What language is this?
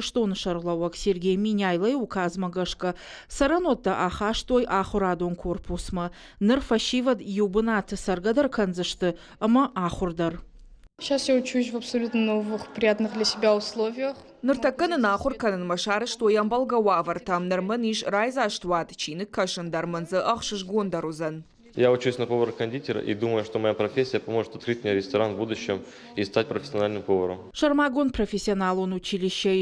Ossetic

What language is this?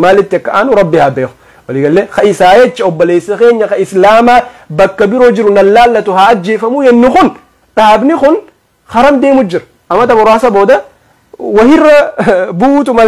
Oromo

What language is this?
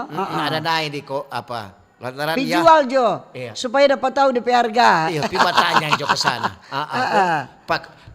Manado Malay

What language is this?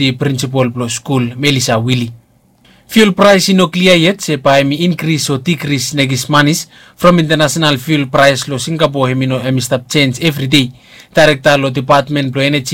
Bislama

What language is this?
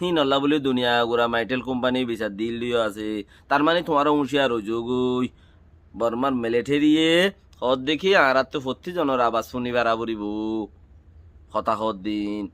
Rohingya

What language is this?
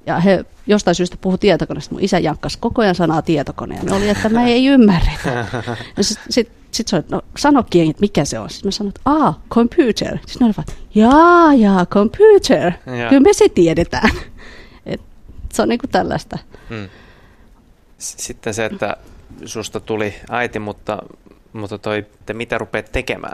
Finnish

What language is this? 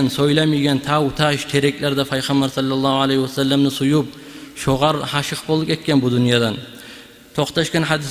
Kumyk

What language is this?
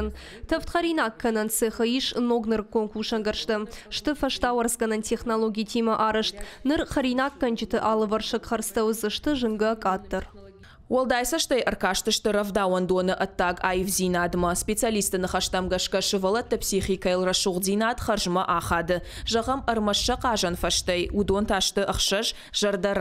Ossetic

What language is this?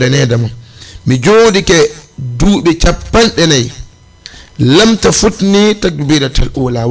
Fula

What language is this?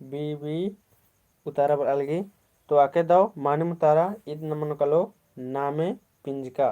Kurukh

